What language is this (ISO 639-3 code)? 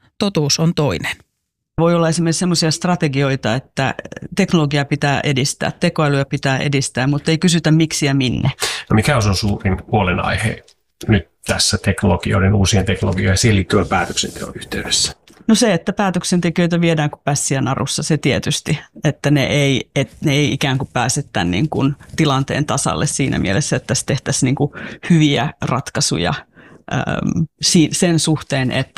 fin